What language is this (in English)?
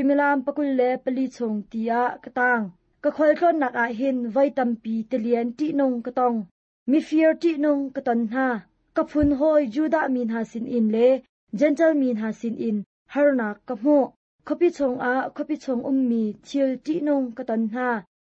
Hakha Chin